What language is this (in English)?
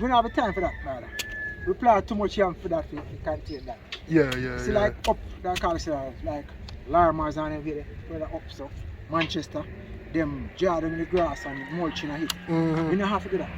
Jamaican Creole English